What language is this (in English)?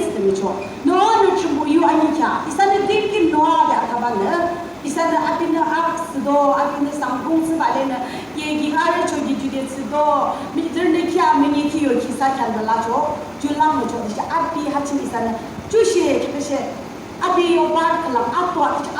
Yimchungru Naga